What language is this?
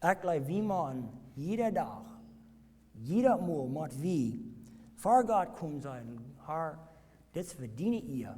Plautdietsch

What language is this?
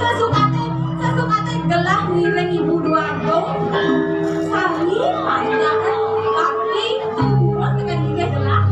Balinese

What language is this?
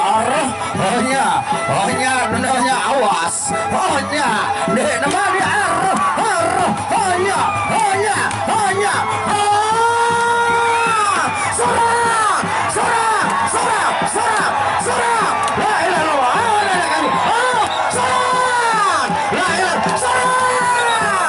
Sasak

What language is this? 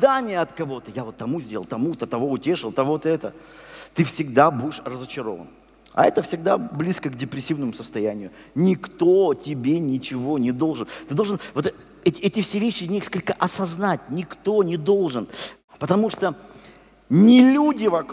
Russian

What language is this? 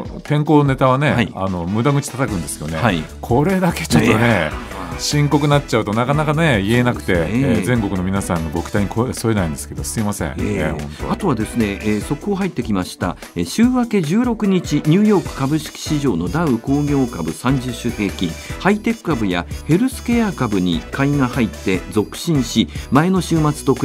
Japanese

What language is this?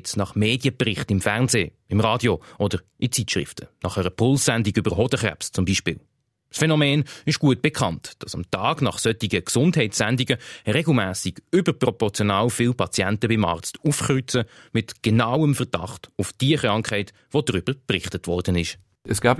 German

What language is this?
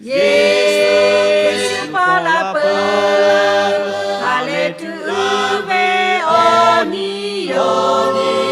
Lahu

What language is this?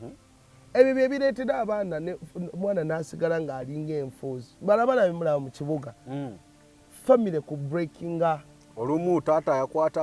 Ganda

